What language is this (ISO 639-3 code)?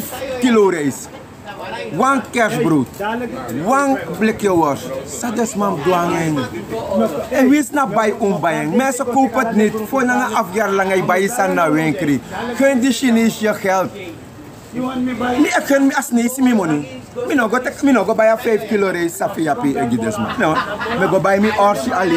srn